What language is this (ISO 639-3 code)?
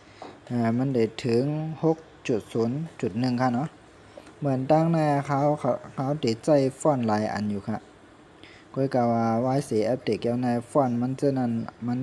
shn